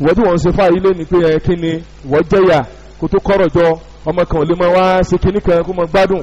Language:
Yoruba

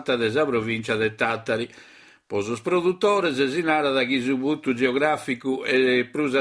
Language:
Sardinian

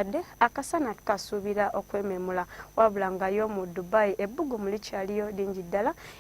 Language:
Ganda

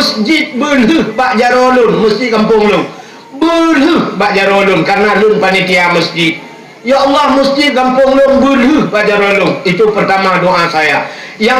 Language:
Achinese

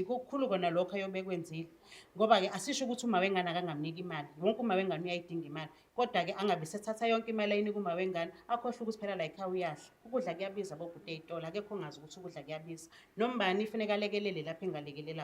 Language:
Zulu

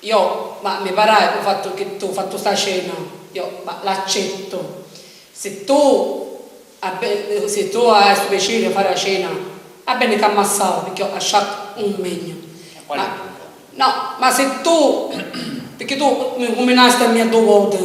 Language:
Sicilian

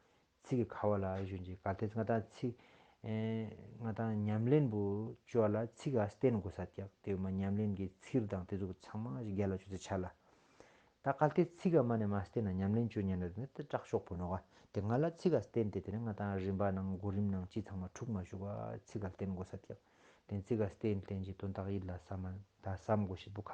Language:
Ladakhi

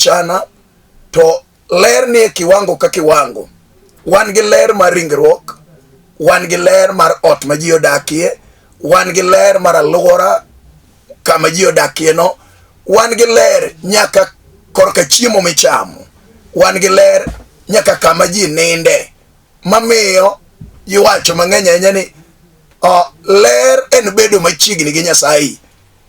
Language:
Luo (Kenya and Tanzania)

